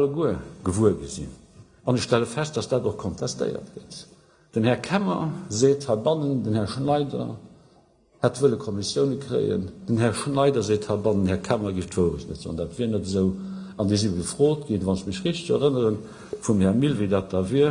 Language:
Luxembourgish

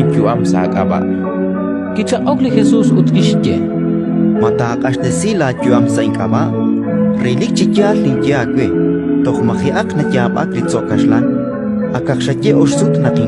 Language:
Kekchí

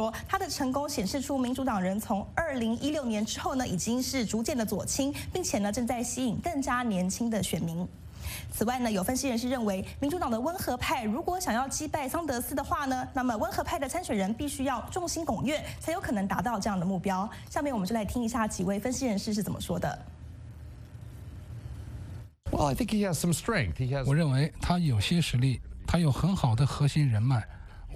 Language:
Chinese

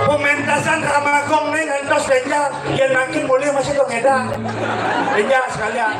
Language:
Balinese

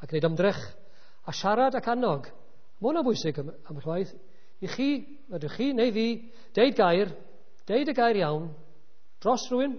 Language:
Welsh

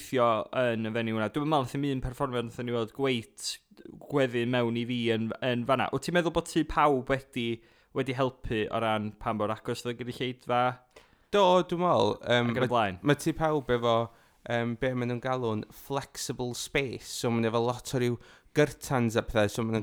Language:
Welsh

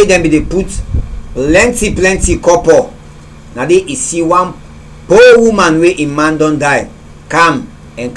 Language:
Krio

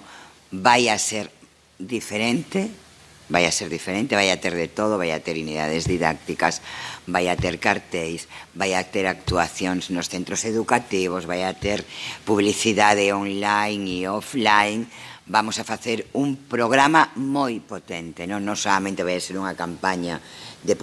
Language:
Galician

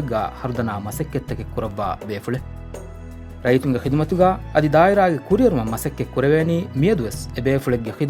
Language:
Divehi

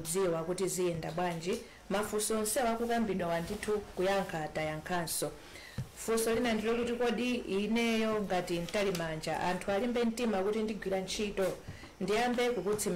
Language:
Nyanja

